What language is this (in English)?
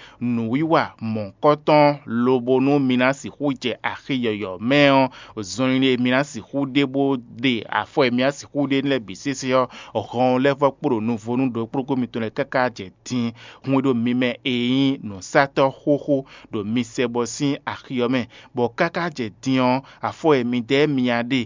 Fon